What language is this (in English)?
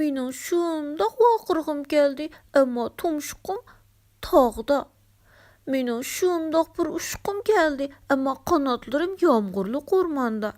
Uyghur